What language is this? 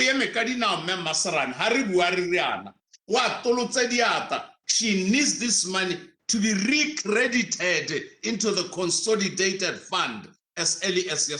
Tswana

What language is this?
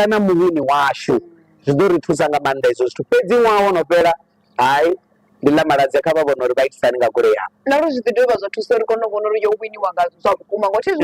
Venda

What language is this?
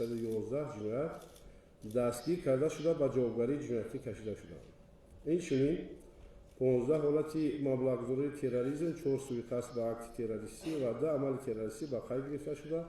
Tajik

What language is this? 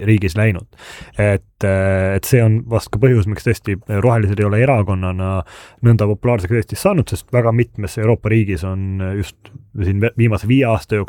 Estonian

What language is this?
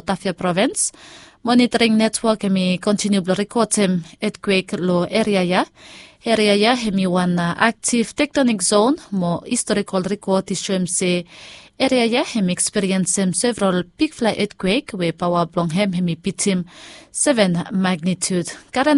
Bislama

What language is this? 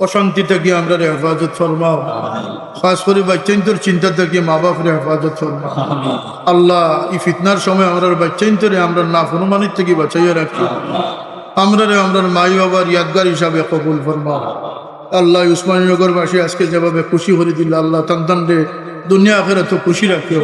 Sylheti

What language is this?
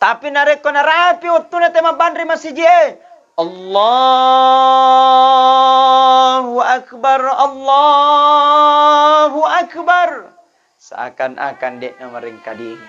Buginese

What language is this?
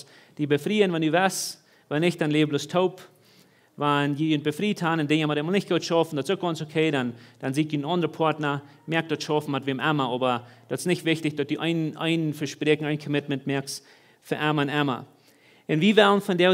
Plautdietsch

